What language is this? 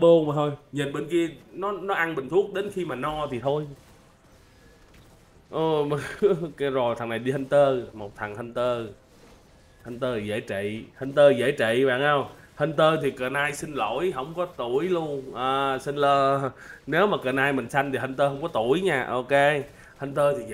Vietnamese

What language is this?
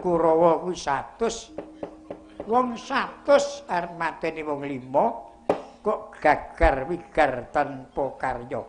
Javanese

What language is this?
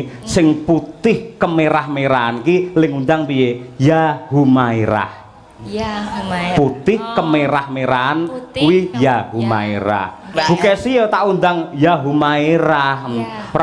Javanese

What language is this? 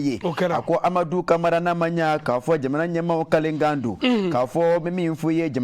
Bambara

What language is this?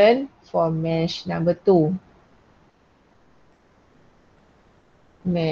Malay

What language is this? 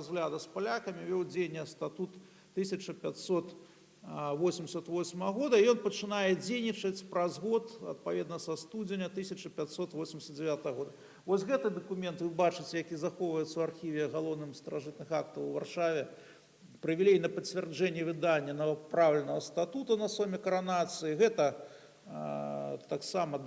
Belarusian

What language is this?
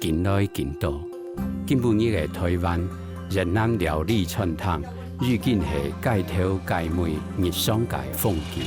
Hakka Chinese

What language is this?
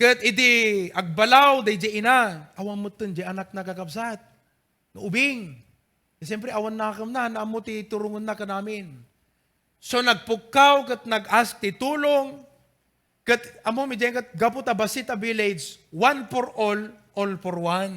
Iloko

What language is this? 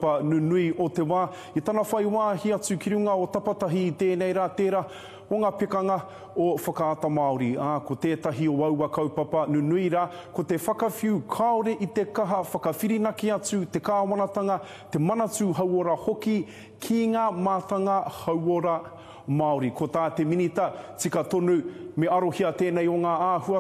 Māori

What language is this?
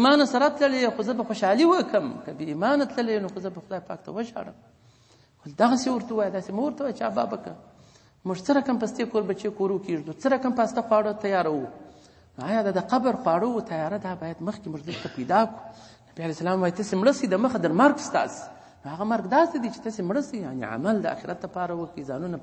Pashto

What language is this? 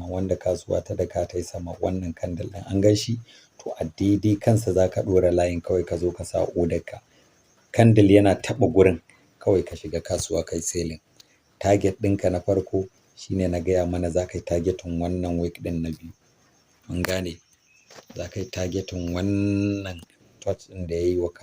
Hausa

